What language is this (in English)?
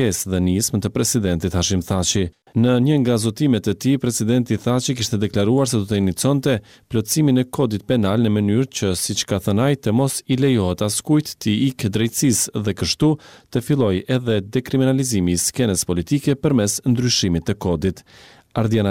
Albanian